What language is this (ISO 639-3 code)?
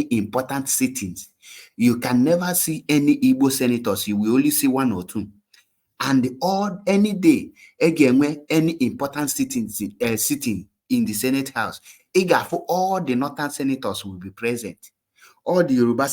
ibo